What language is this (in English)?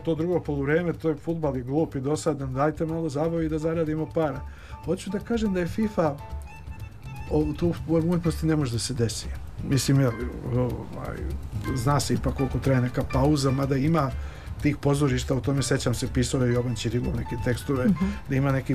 Serbian